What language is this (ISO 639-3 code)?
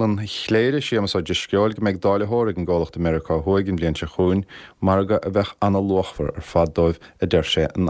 gle